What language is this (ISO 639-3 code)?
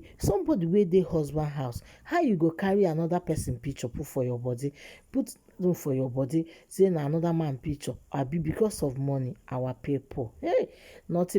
pcm